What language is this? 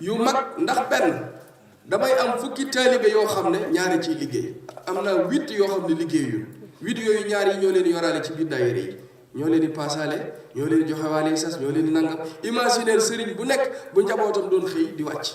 Wolof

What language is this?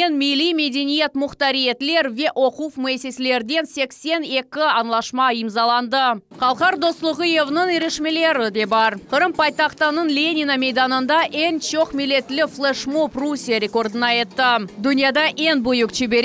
Crimean Tatar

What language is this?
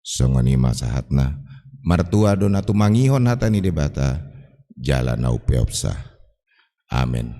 Batak Toba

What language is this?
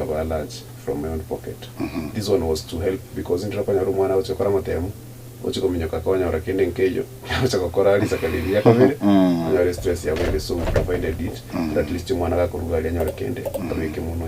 Gusii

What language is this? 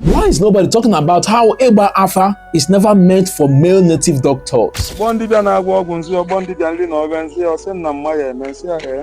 Igbo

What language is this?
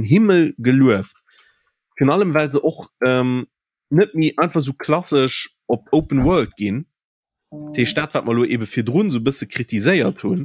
Luxembourgish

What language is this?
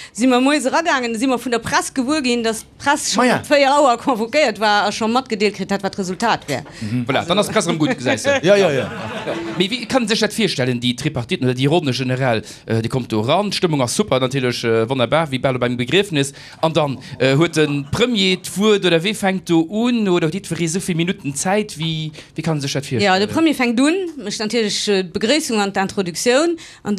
Luxembourgish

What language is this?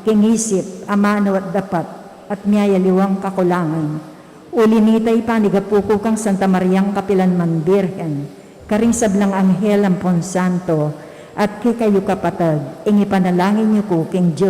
Pampanga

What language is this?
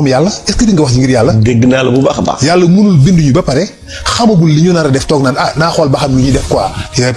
Wolof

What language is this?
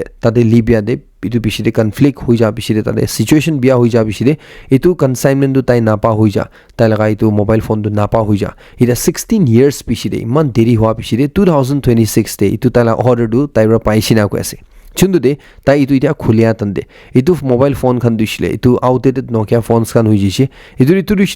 Naga Pidgin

